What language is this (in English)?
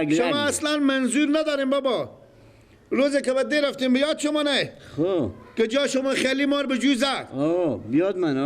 Persian